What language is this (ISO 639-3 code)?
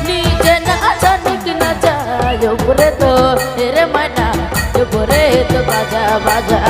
sck